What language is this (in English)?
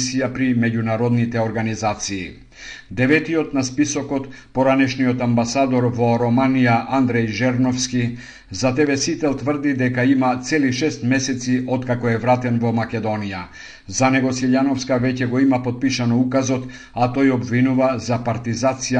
Macedonian